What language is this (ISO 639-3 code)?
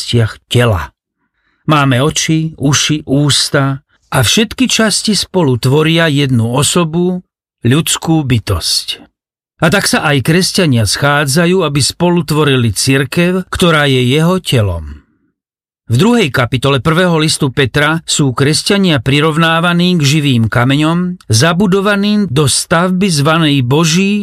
slk